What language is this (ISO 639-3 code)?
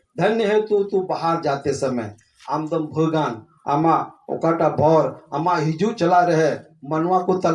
sat